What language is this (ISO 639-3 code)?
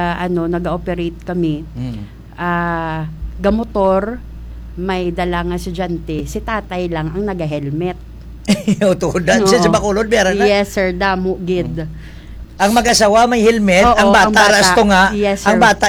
hil